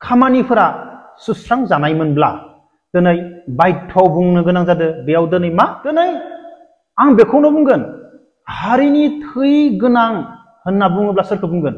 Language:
Bodo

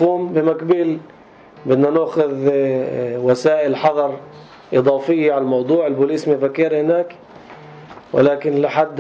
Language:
North Levantine Arabic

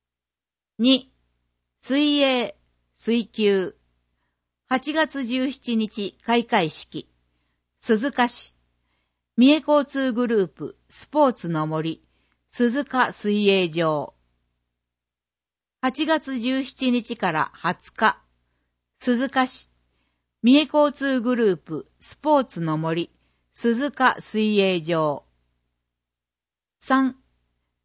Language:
Japanese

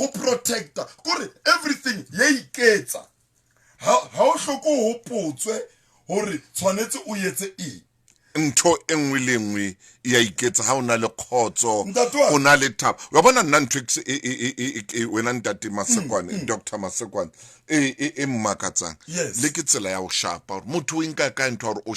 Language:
Southern Sotho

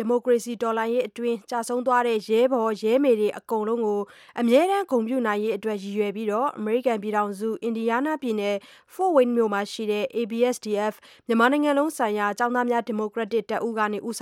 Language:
Burmese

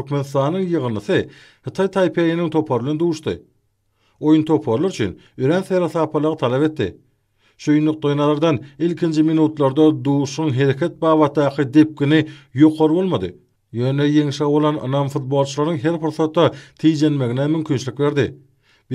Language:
Turkmen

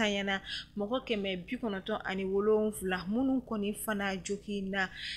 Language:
Bambara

